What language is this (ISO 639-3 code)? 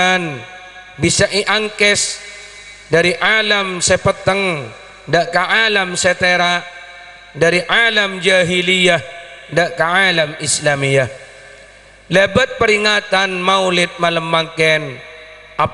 mad